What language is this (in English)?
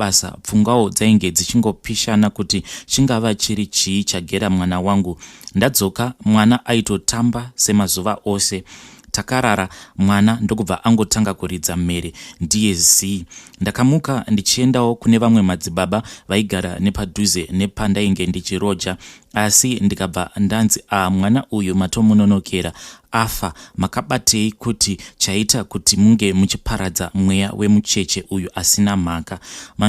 Shona